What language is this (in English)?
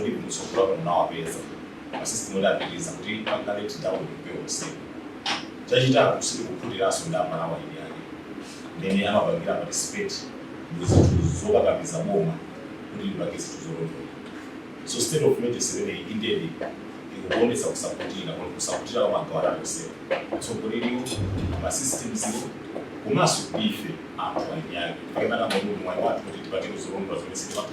Nyanja